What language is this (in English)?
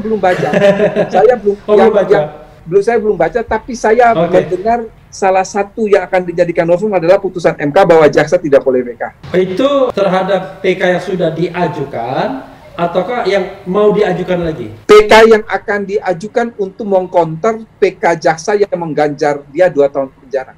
Indonesian